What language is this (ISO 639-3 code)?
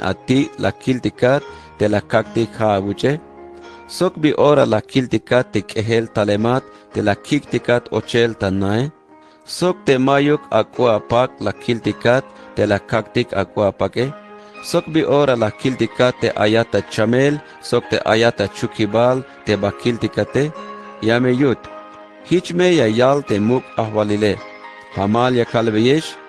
tzh